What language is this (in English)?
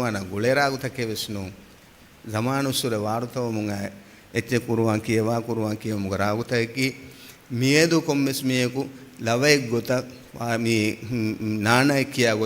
Divehi